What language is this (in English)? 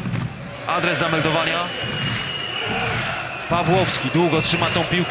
Polish